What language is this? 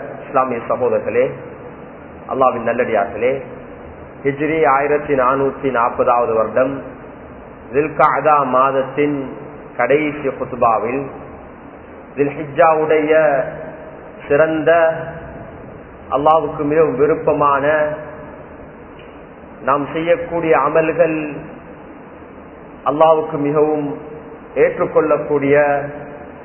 Tamil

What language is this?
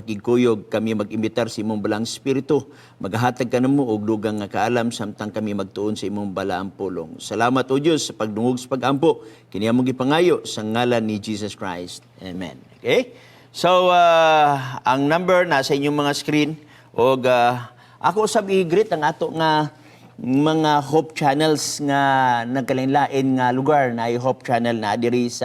Cebuano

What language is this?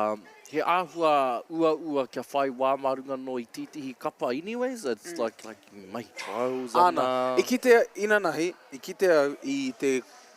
Māori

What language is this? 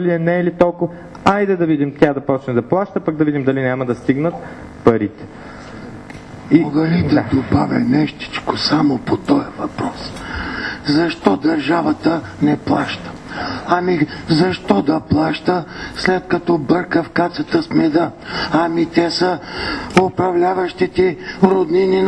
Bulgarian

